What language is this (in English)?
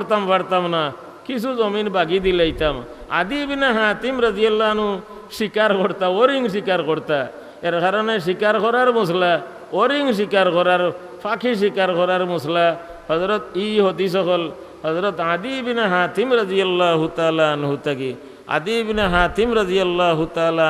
Sylheti